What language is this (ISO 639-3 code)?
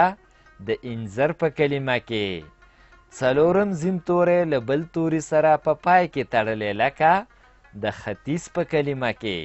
pus